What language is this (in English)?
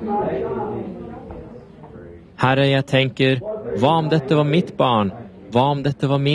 Norwegian